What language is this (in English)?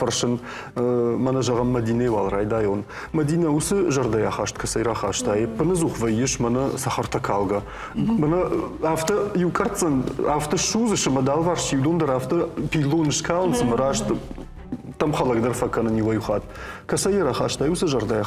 Ossetic